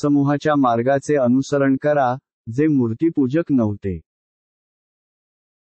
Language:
Marathi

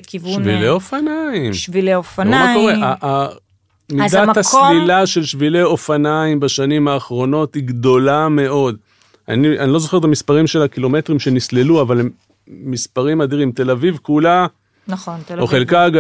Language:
Hebrew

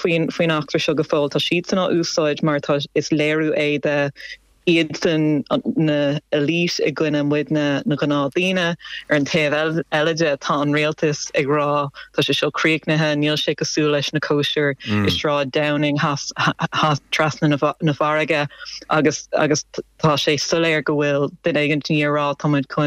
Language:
Irish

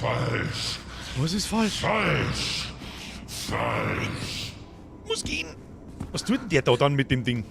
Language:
Bavarian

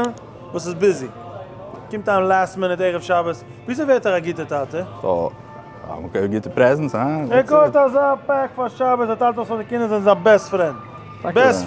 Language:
Yiddish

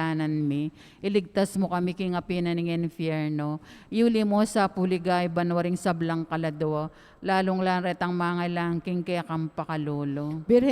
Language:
Pampanga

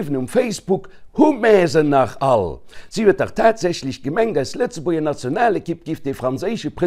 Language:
Luxembourgish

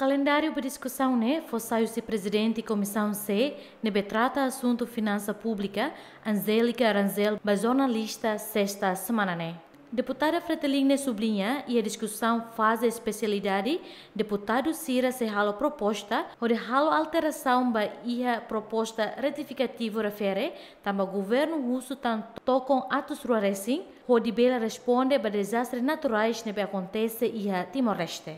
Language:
Tetum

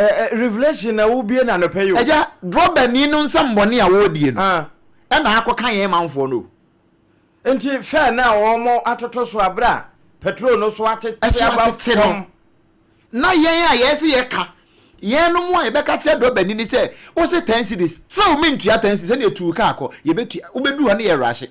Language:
Akan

